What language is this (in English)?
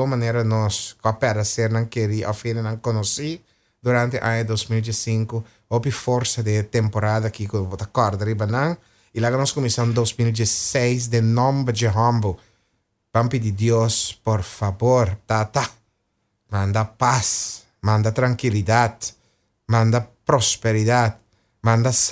Papiamento